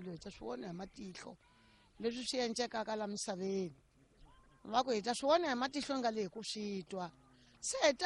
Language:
Tsonga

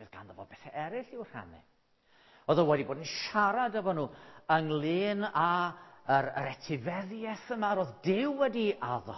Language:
Welsh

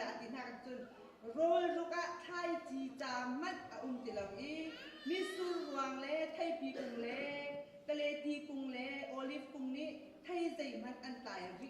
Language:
Hakha Chin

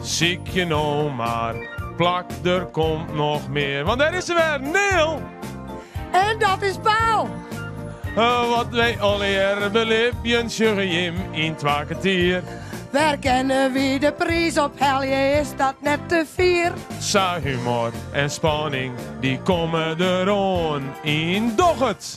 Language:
Western Frisian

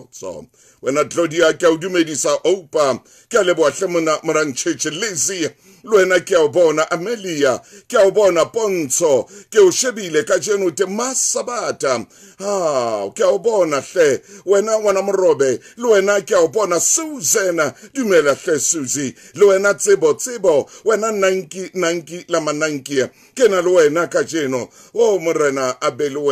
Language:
Southern Sotho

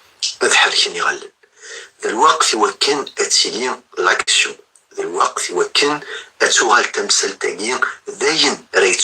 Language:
Kabyle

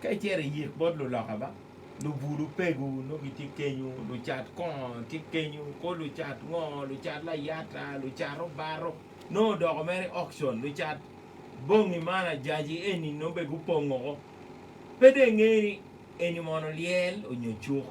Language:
Acoli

